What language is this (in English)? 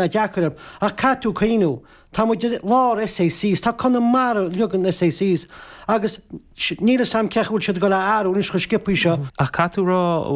Irish